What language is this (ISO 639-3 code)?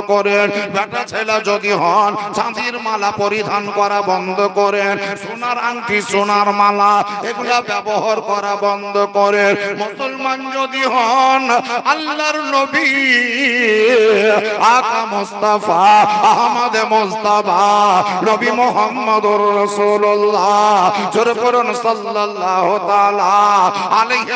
ben